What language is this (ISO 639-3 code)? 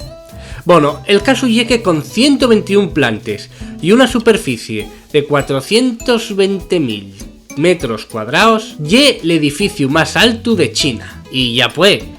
ast